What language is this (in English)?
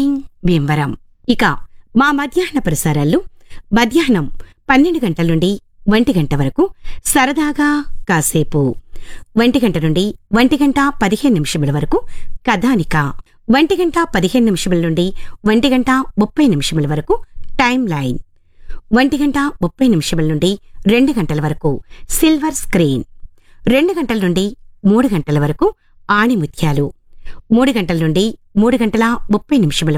Telugu